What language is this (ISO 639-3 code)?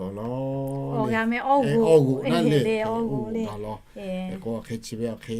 lhu